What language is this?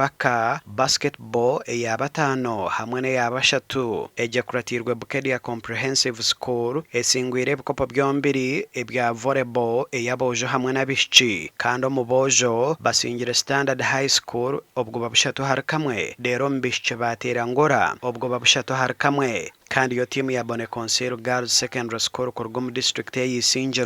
Nyankole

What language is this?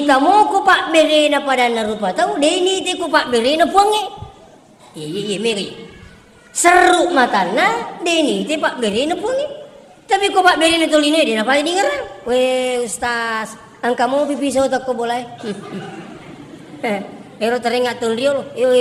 Buginese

